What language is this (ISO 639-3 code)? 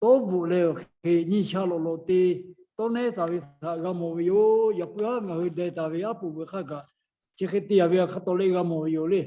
lhu